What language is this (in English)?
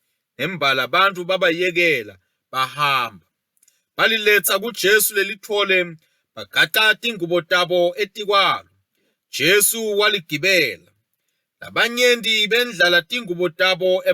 Swati